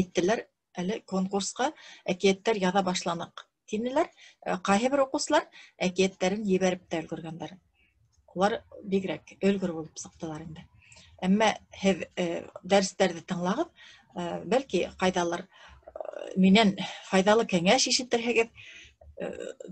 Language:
Bashkir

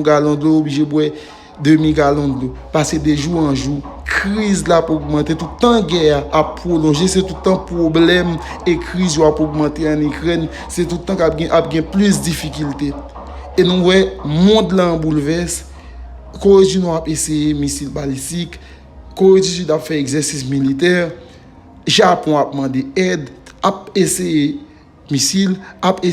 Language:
Haitian Creole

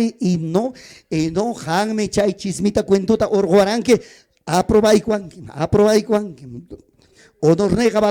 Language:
Ayacucho Quechua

